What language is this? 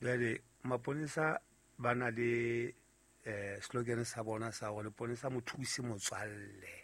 Southern Sotho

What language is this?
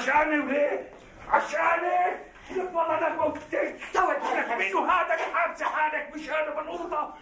North Levantine Arabic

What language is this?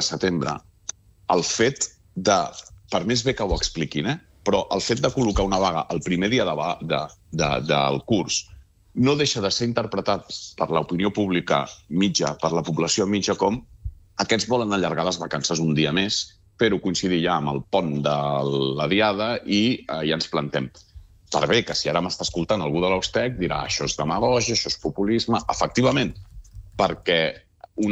Catalan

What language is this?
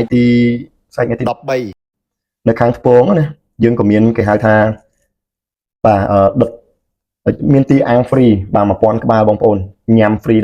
Khmer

